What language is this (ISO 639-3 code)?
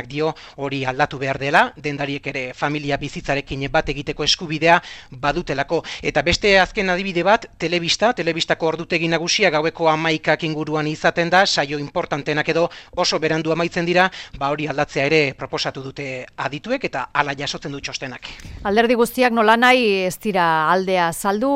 eus